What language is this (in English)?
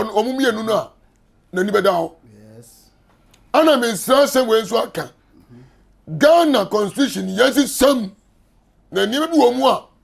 Akan